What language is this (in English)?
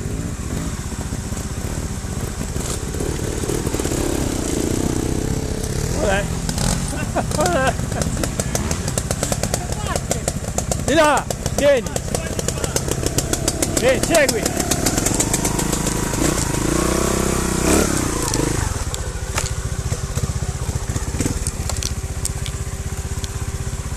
Italian